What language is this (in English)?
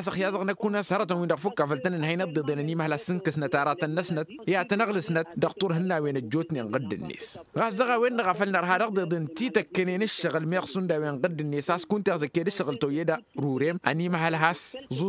Tamasheq